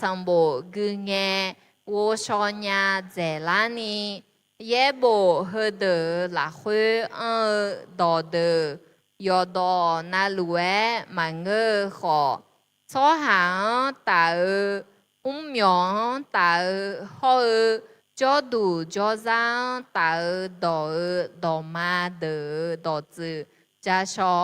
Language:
Akha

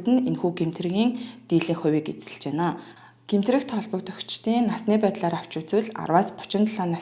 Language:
Mongolian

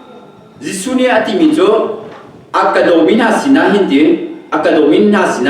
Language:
Hakha Chin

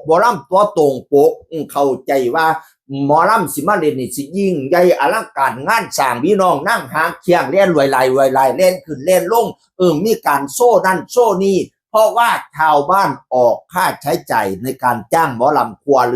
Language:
Northeastern Thai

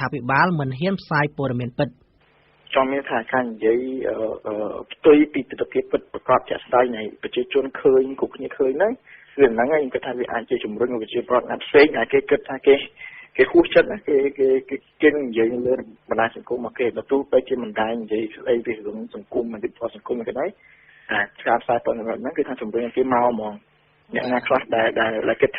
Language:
Khmer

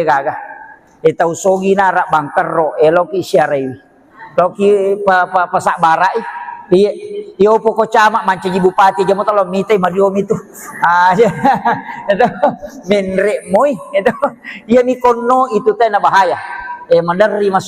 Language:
Buginese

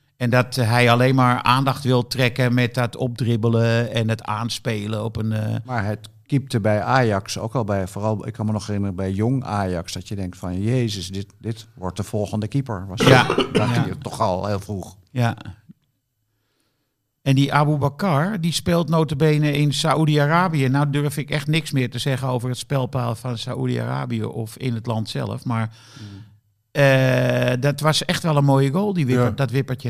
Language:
Dutch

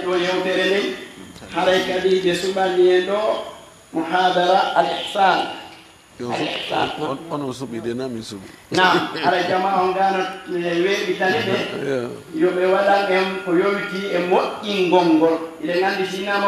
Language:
Fula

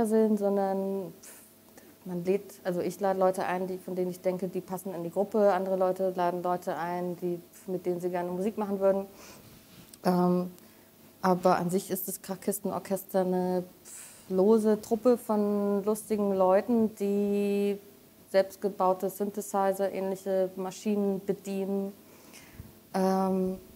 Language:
German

